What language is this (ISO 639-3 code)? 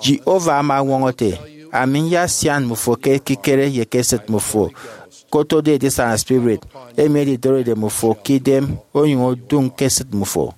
efi